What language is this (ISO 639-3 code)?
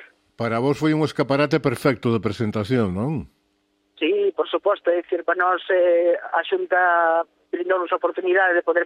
glg